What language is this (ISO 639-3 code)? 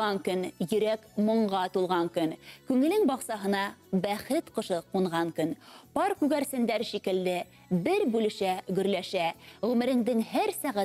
bak